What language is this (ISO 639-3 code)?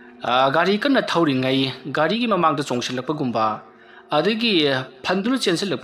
mni